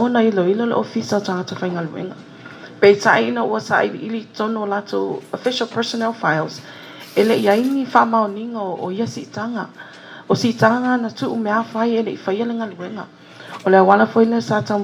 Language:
Samoan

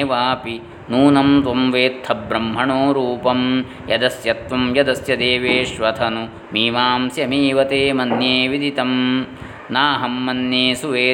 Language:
Sanskrit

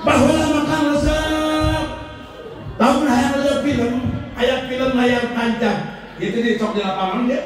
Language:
Sundanese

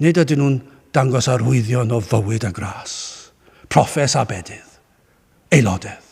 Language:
Welsh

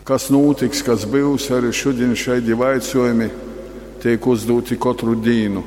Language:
Latgalian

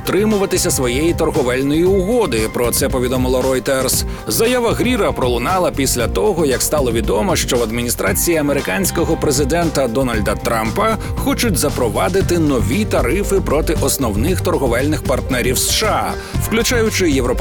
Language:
Ukrainian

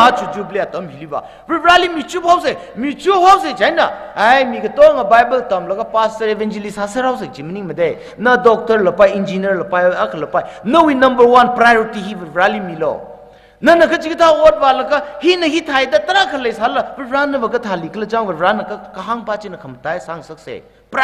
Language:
Tangkhul Naga (India)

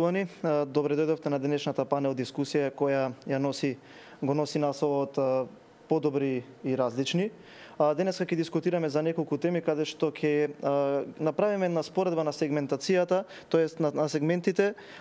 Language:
Macedonian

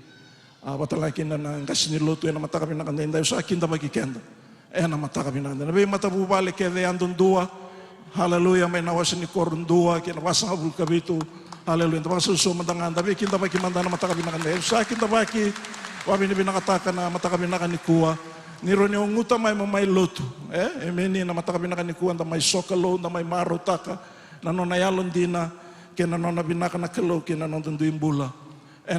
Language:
Fijian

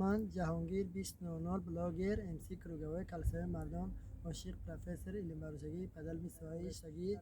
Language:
Tajik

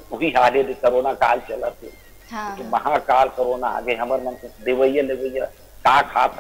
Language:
Chhattisgarhi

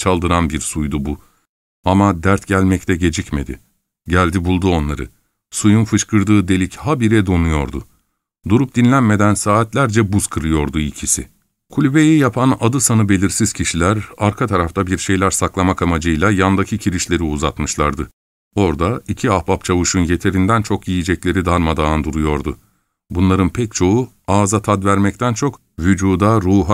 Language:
Turkish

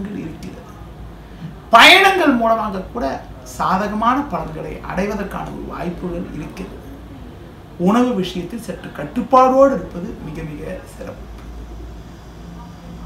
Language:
Tamil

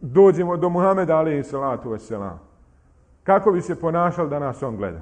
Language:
Bosnian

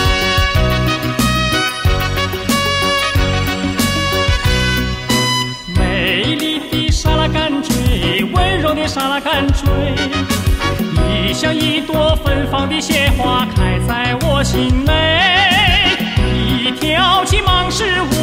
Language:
Chinese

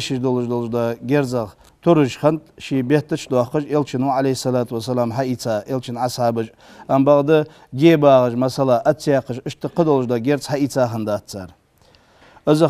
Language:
Ingush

